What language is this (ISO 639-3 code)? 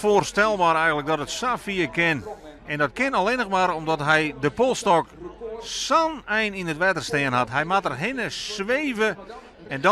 fry